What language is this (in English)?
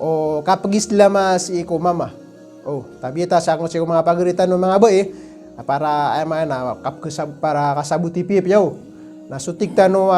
Maranao